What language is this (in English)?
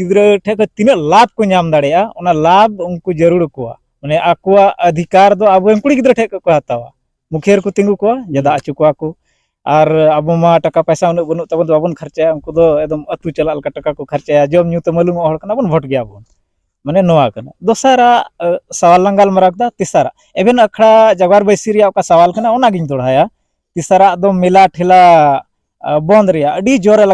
Santali